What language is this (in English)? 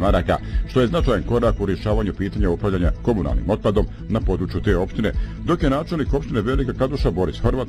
Bosnian